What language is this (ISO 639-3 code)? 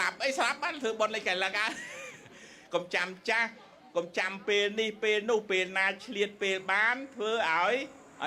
khm